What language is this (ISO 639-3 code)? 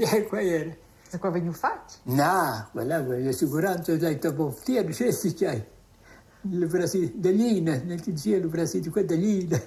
roh